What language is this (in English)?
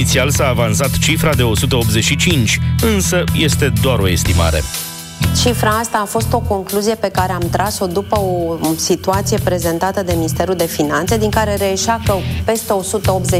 Romanian